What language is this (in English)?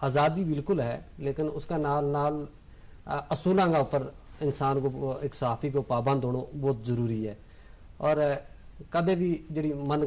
Gujari